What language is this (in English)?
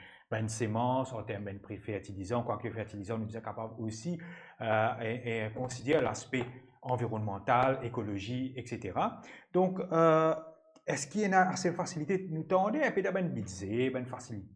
Morisyen